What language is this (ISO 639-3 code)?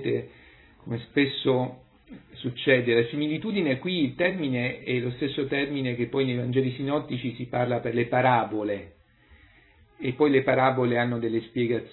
ita